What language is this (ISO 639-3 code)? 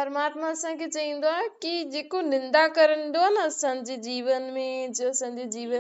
snd